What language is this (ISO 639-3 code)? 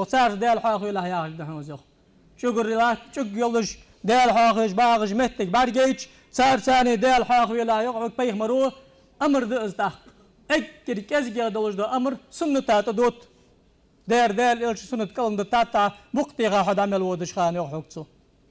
inh